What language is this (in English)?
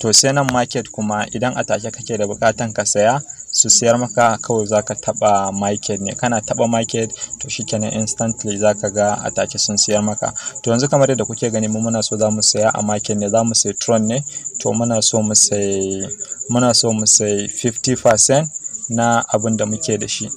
Hausa